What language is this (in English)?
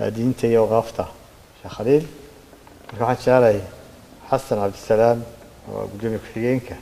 Somali